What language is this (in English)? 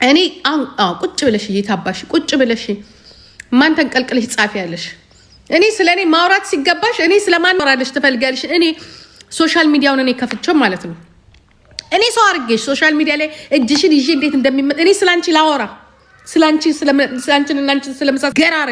Amharic